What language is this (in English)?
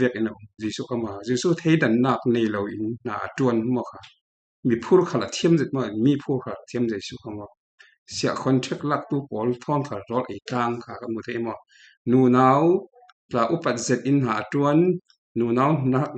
Falam Chin